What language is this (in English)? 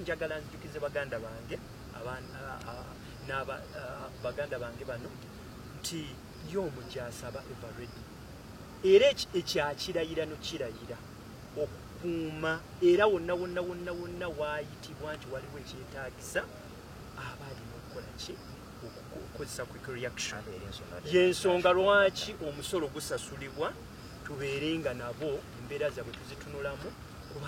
Ganda